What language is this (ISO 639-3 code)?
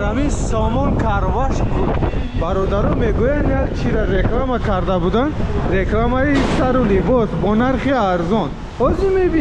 tgk